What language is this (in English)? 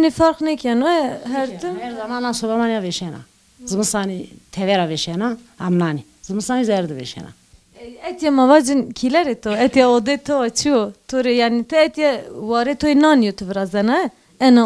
Zaza